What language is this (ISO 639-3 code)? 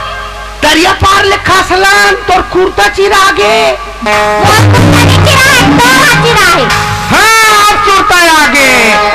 hne